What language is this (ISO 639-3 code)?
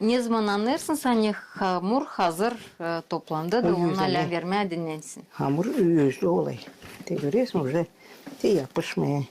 gag